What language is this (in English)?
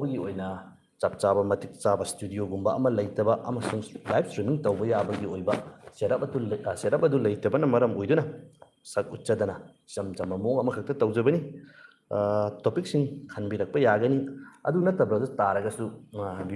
Manipuri